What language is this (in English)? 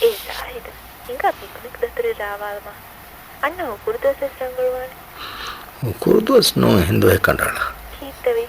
Divehi